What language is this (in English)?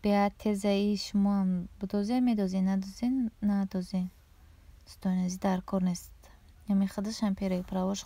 Tajik